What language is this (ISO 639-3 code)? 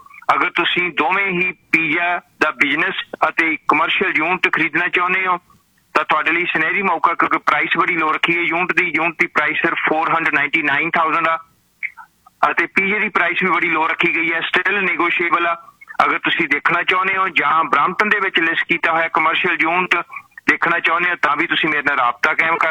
pan